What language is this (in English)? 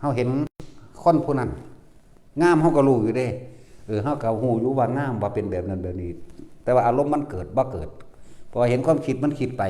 Northeastern Thai